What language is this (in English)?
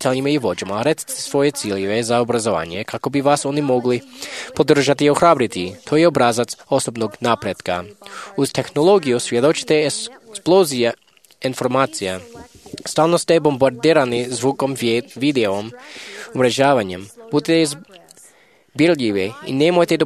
Croatian